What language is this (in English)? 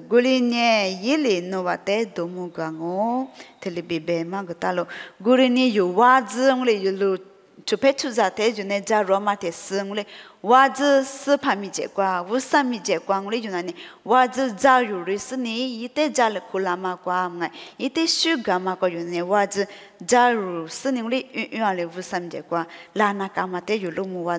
Lisu